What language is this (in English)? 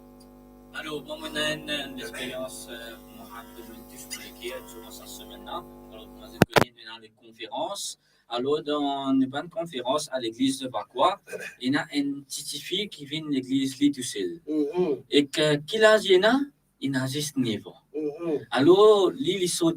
Morisyen